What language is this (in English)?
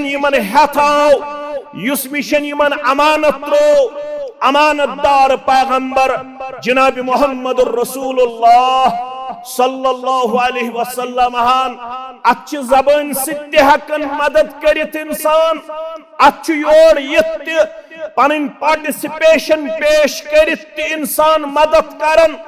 Kashmiri